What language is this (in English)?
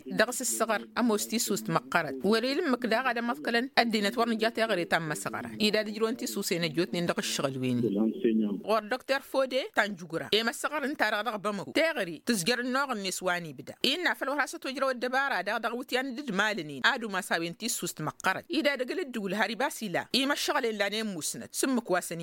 Tamasheq